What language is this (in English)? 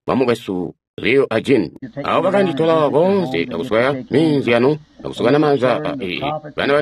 Tonga (Zambia)